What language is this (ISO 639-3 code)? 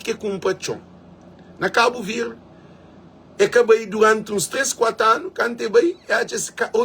kea